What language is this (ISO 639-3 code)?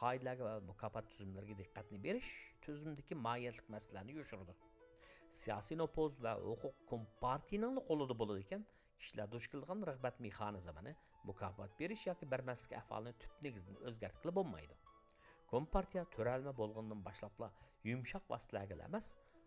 uig